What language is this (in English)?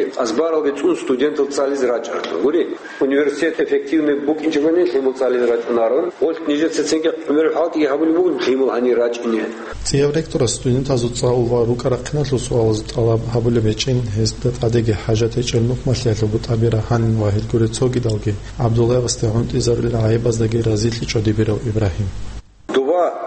Avaric